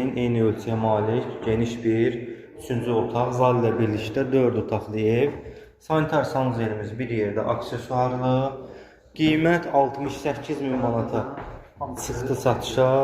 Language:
Azerbaijani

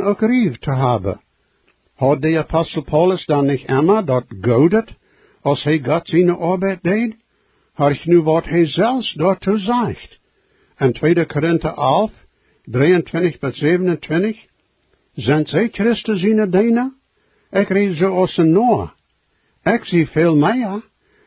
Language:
Plautdietsch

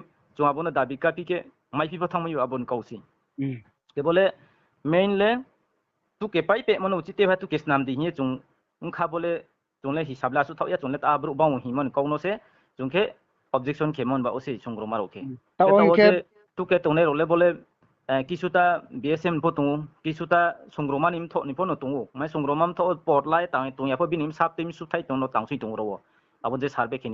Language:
Riang (India)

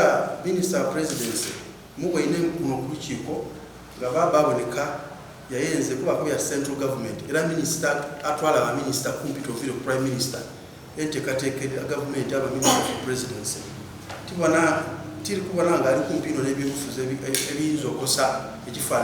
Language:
Soga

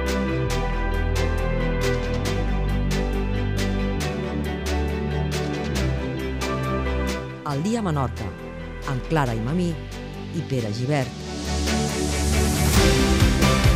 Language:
Catalan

